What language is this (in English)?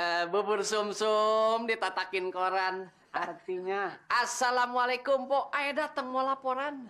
Betawi